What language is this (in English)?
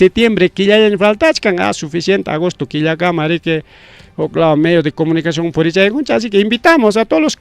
Ayacucho Quechua